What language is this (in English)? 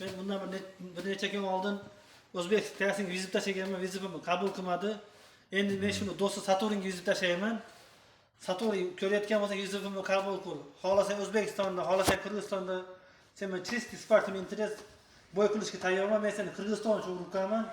Uzbek